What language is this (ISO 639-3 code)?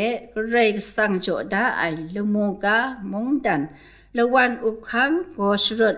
kac